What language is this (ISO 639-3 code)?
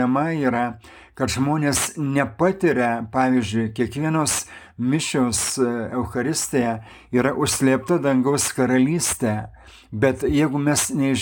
lit